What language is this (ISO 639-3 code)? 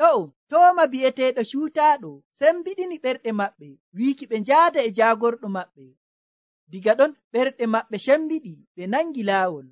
fuv